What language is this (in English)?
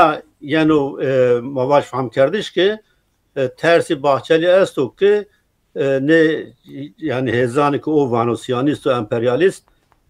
Zaza